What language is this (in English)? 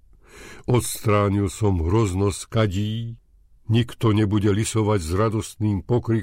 Slovak